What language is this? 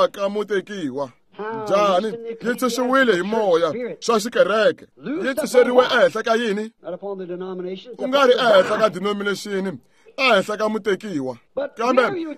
Tsonga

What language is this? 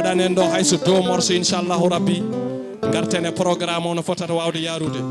Fula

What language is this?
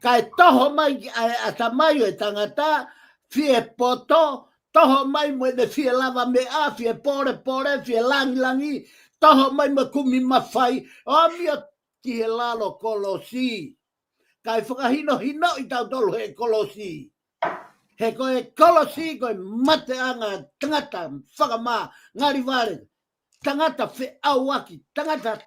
Tongan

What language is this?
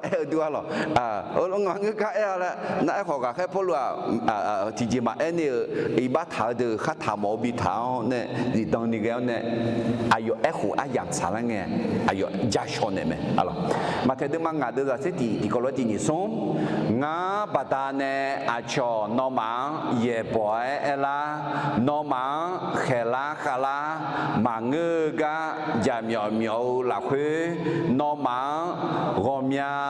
Akha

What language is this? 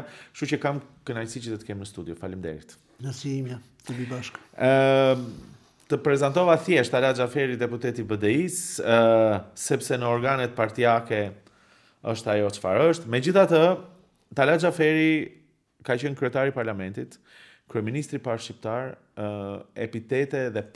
Albanian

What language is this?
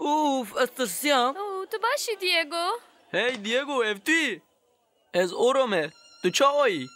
Kurdish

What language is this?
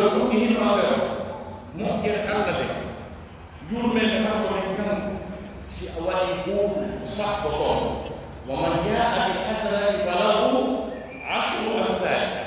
Pular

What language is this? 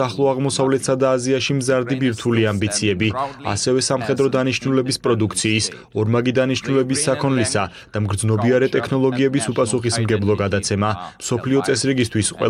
Georgian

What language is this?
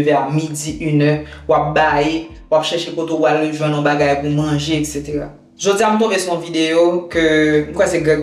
Haitian Creole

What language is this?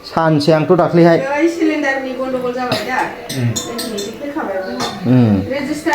Bodo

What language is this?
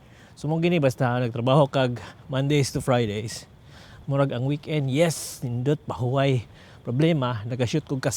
Cebuano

